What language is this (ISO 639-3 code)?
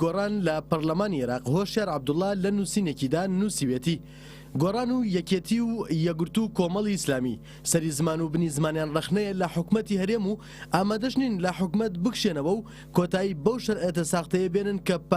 ckb